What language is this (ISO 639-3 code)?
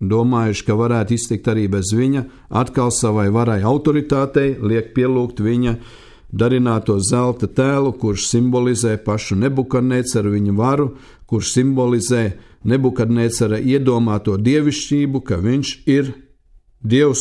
lav